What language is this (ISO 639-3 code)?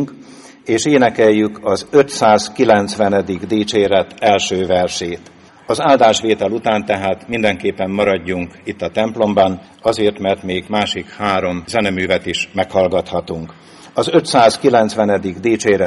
hun